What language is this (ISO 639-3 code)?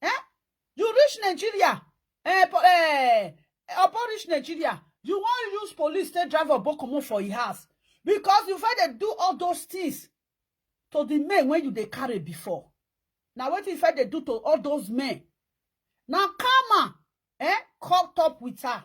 pcm